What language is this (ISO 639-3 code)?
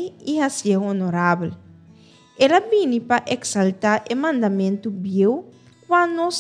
pap